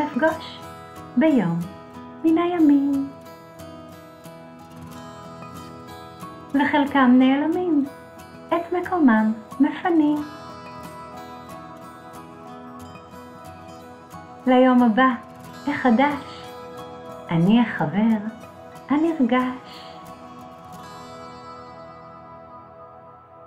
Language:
Hebrew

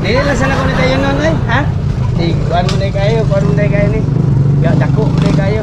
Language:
Cebuano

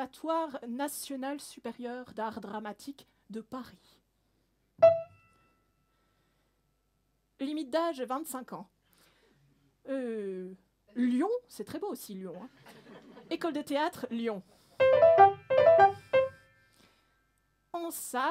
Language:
French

